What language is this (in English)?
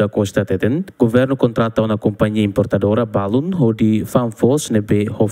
Tetum